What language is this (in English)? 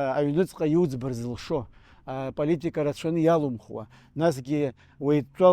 Abkhazian